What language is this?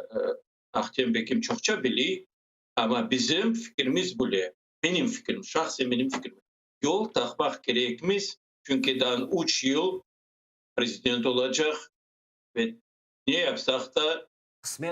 Crimean Tatar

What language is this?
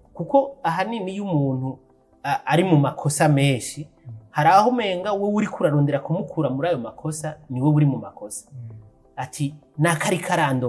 Rundi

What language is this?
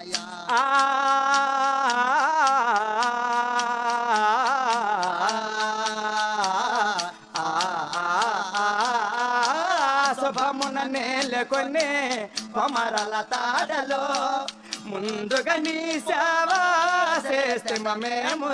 Telugu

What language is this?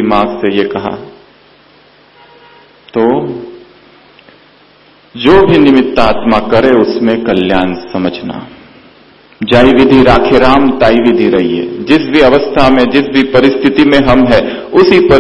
Hindi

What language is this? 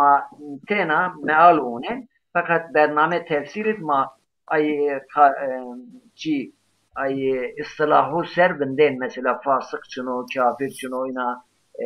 Zaza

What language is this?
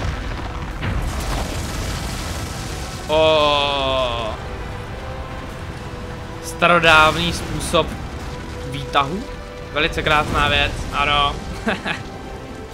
Czech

